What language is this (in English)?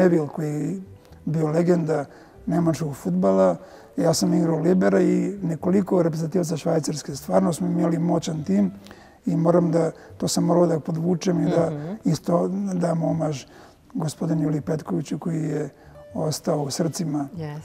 Serbian